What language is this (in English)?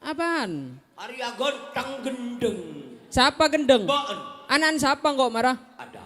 Madurese